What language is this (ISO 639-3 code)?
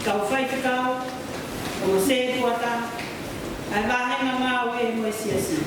ton